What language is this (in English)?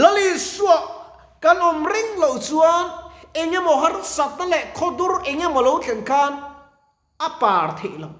Mizo